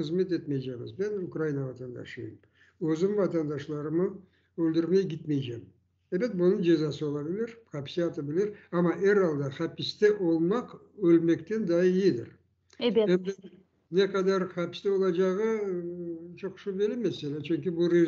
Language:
Crimean Tatar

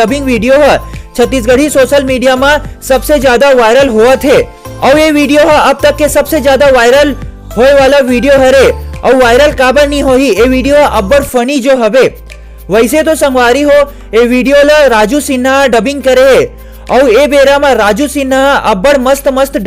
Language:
Chhattisgarhi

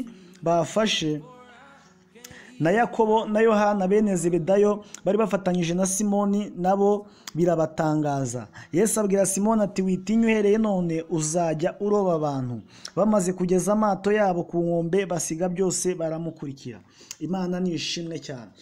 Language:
Kinyarwanda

